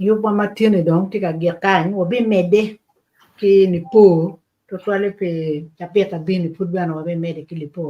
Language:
Acoli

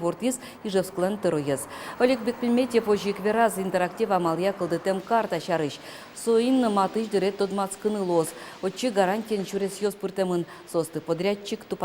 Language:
Udmurt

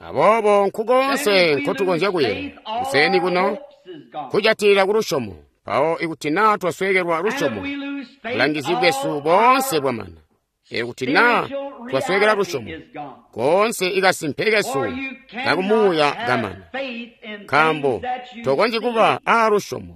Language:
Tonga (Zambia)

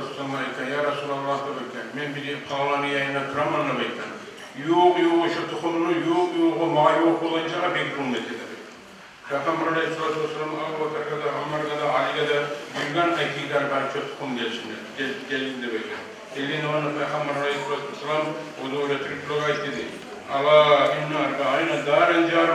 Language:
Kumyk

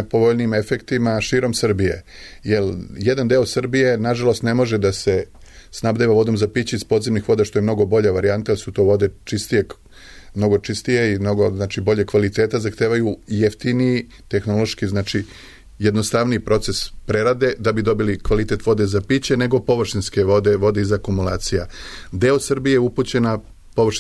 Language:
Serbian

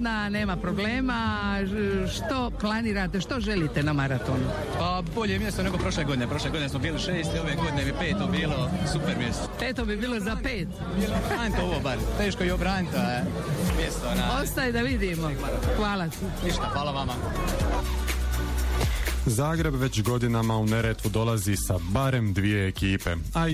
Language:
Croatian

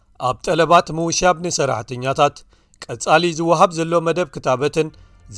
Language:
Tigrinya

